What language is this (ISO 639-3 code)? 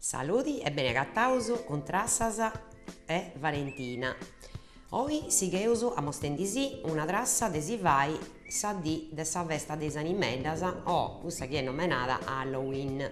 srd